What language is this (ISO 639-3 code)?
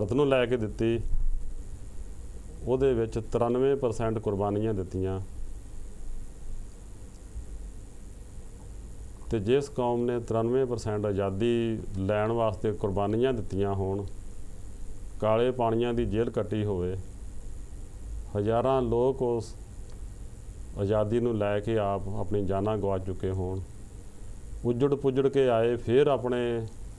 pan